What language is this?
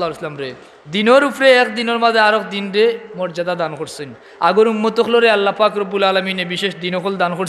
Sylheti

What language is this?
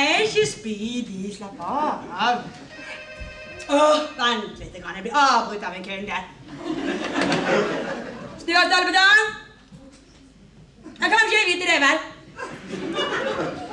Norwegian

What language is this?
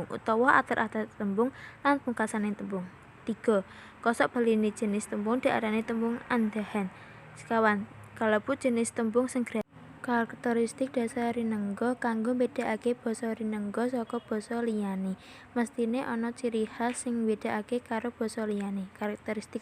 Javanese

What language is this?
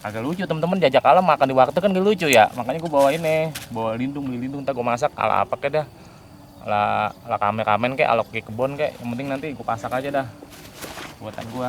Betawi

